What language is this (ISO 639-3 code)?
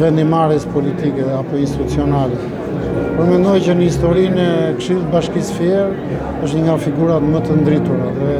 sqi